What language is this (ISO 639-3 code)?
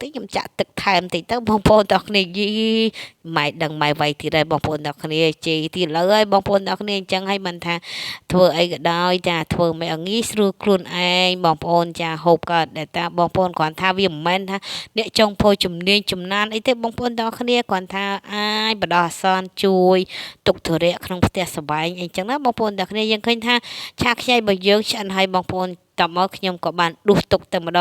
khm